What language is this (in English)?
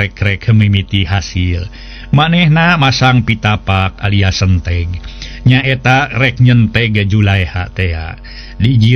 Sundanese